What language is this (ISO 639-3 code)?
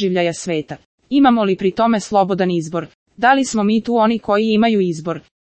srp